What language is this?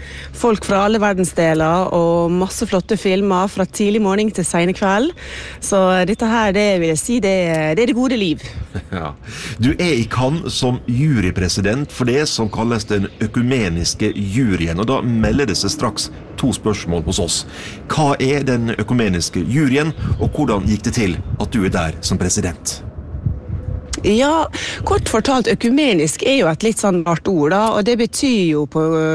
Norwegian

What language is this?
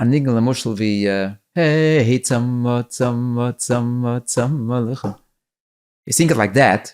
Yiddish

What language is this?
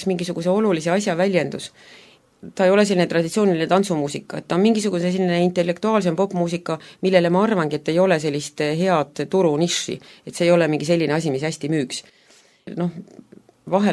Estonian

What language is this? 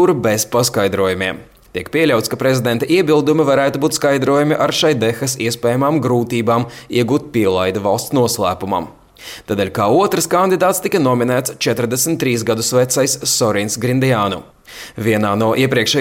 Latvian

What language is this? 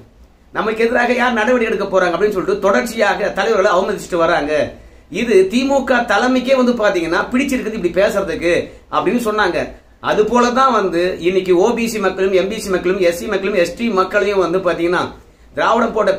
Tamil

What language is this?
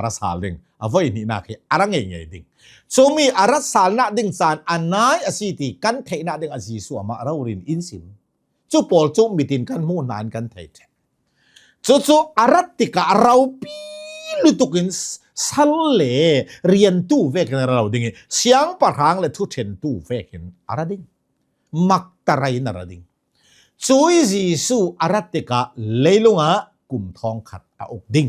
Hakha Chin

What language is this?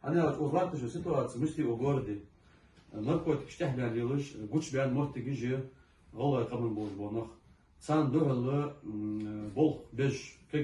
Ingush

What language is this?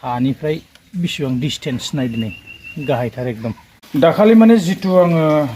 Bodo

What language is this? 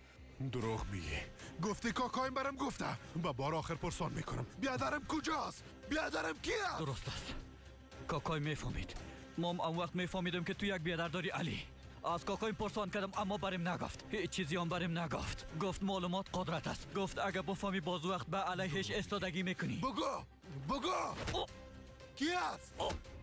Tajik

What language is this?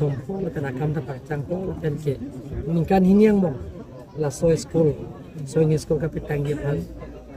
Karbi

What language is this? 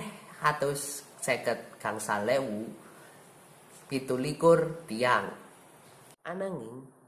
Javanese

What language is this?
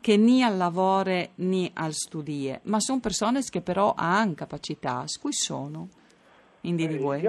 Friulian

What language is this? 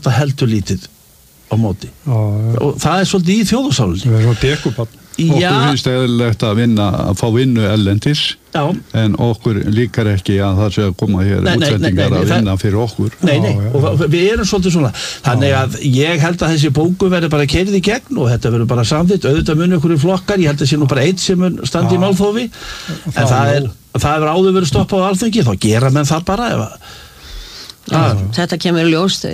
Icelandic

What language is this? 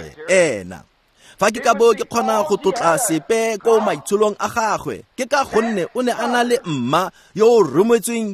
Tswana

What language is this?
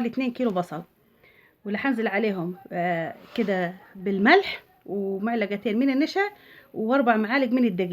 Egyptian Arabic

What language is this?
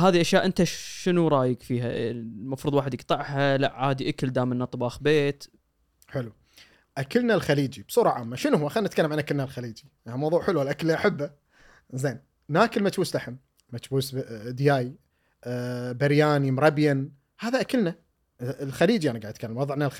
Gulf Arabic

